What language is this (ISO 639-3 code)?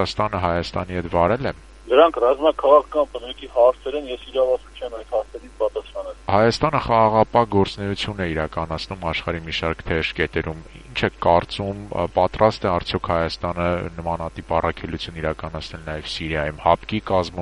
hye